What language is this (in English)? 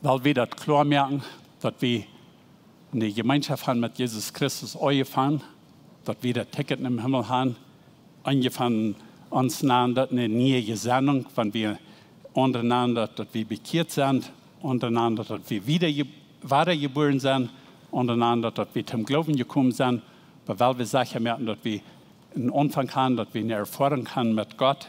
Plautdietsch